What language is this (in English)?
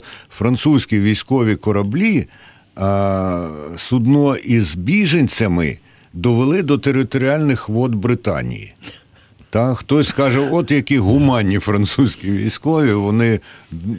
Ukrainian